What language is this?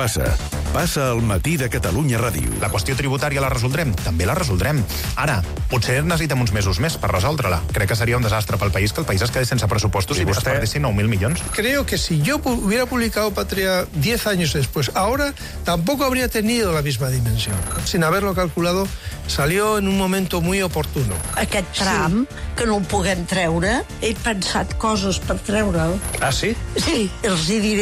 Catalan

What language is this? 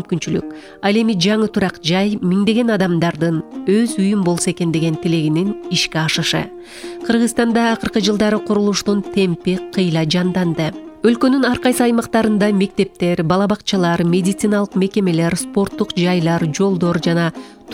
Kyrgyz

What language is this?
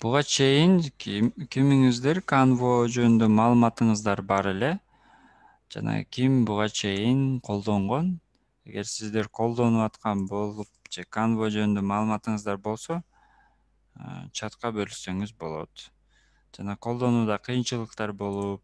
Kyrgyz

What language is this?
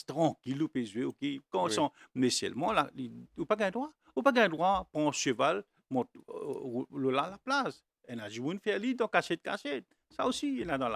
Morisyen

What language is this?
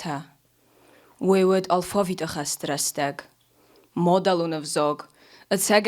Ossetic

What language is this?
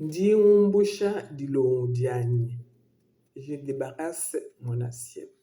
Luba-Lulua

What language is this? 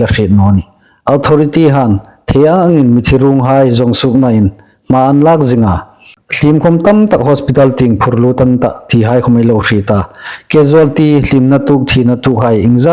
Hmar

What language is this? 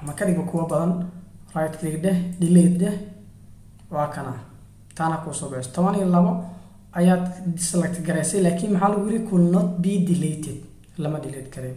Somali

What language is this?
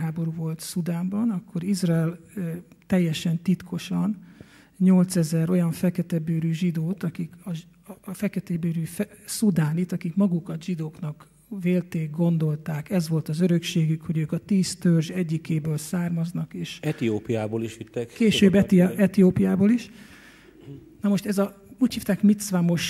Hungarian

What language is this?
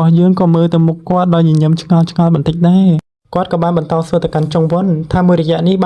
Khmer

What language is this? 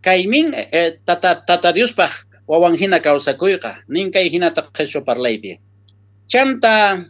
South Bolivian Quechua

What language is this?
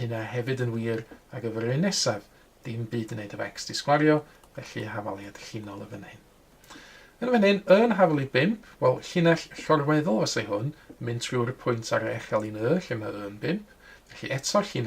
Welsh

